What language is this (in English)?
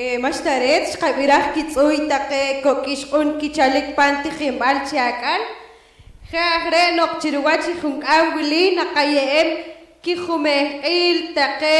Poqomchi'